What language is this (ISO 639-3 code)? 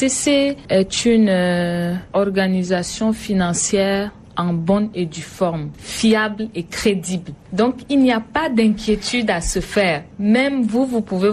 fra